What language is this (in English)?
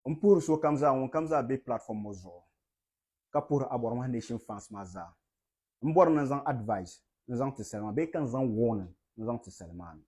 Dagbani